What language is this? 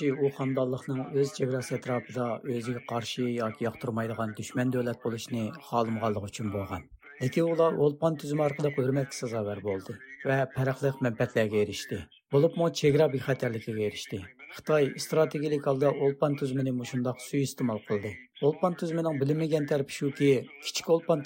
Uyghur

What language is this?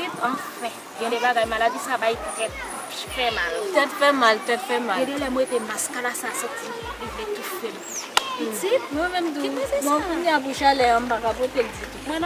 Haitian Creole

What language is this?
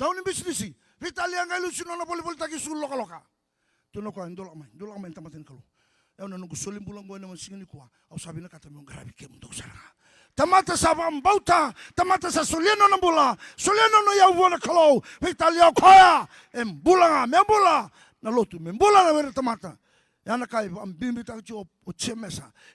Fijian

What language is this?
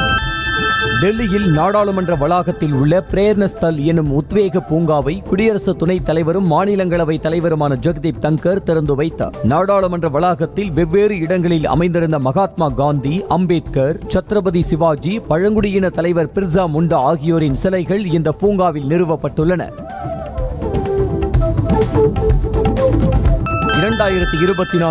Tamil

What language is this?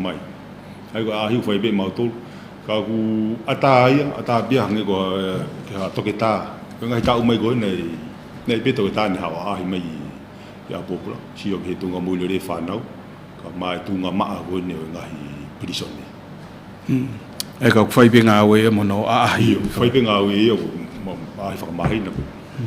Tongan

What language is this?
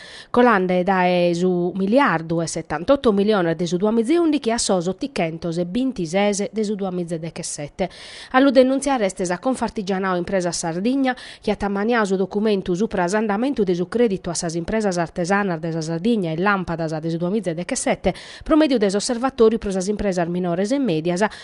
Sardinian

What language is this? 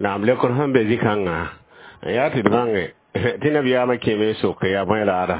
Mossi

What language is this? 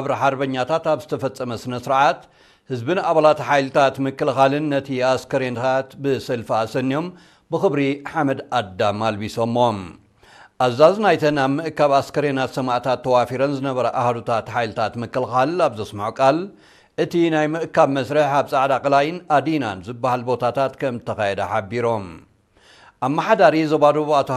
Tigrinya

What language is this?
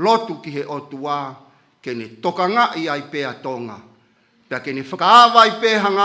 Tongan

